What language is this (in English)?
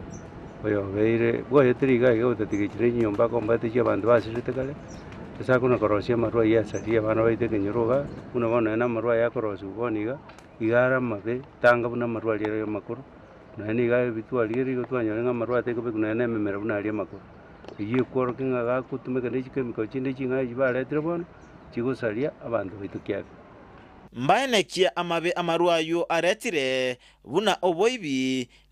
Gusii